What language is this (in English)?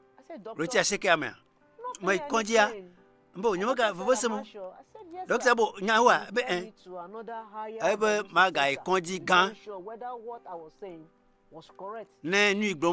Ewe